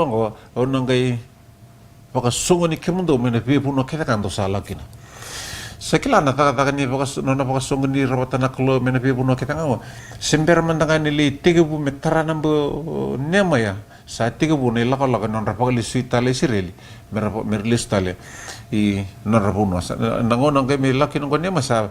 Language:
Fijian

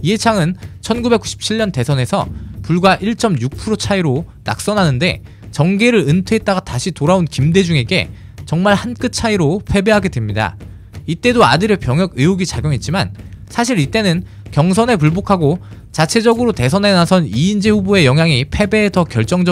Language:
Korean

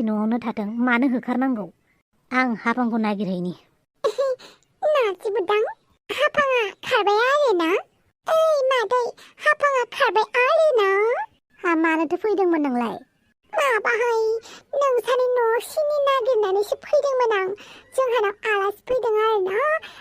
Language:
Bodo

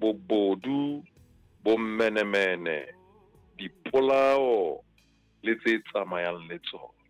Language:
Southern Sotho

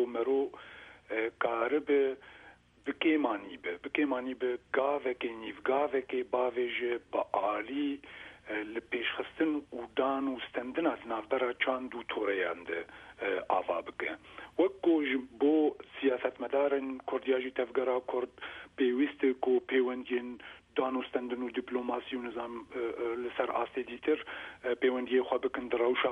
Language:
Kurdish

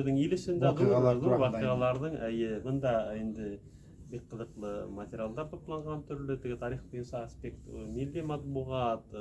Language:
Bashkir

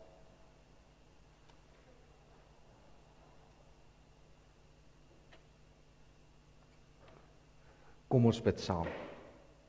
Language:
Afrikaans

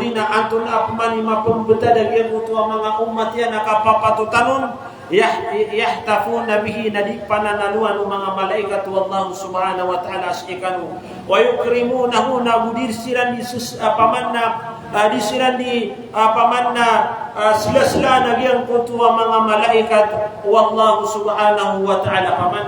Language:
Maranao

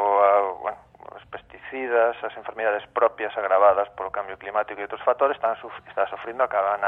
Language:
Galician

